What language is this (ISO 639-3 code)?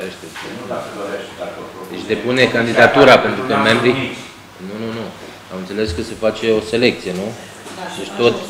ron